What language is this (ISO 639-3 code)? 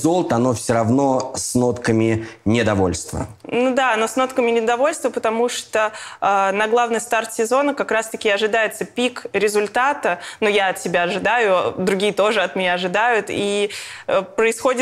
rus